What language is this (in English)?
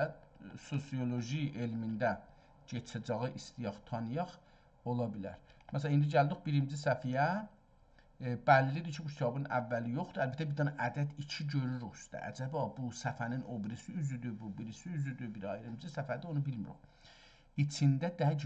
South Azerbaijani